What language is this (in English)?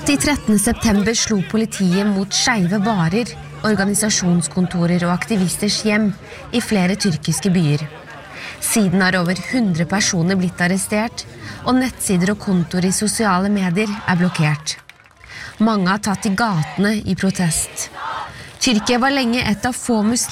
Norwegian